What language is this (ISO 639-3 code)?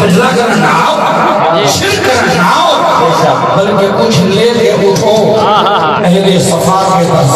skr